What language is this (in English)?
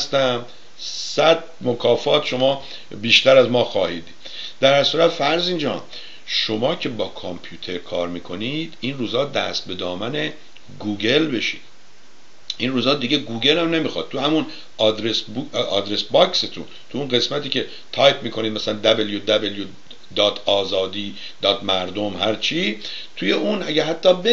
Persian